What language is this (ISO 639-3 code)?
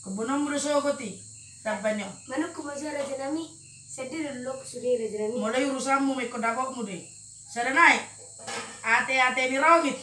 bbc